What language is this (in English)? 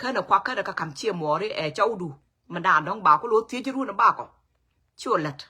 Nuer